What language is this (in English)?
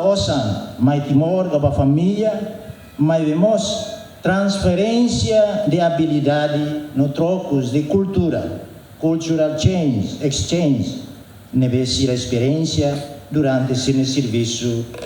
Tetum